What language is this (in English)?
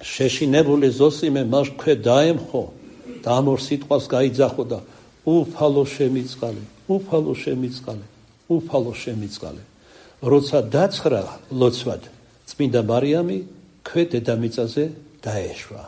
Georgian